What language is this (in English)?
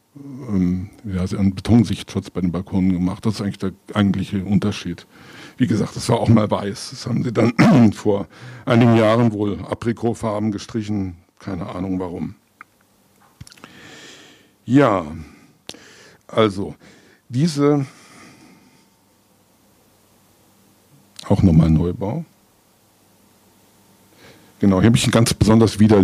German